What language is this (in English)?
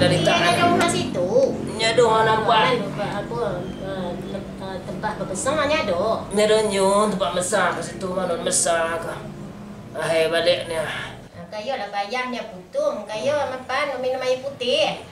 Minangkabau